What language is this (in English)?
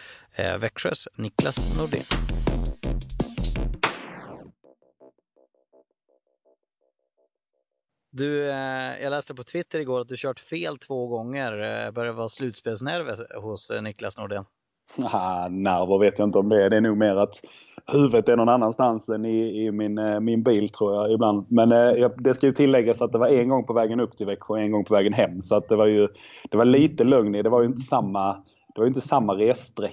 Swedish